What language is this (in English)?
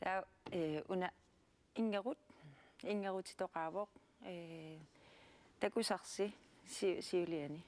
Kalaallisut